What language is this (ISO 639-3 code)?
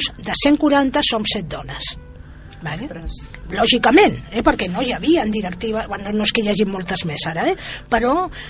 cat